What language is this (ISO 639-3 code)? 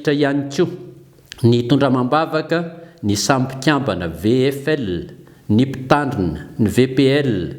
mlg